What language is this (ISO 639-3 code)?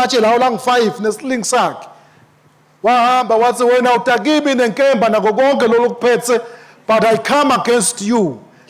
ssw